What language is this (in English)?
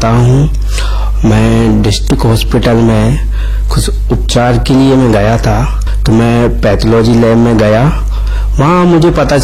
Hindi